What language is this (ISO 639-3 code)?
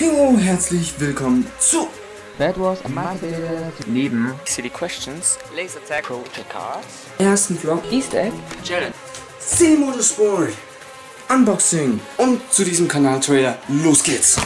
gsw